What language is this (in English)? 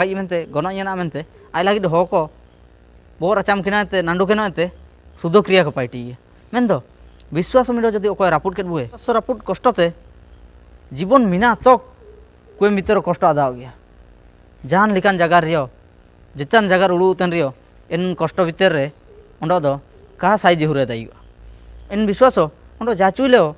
Ho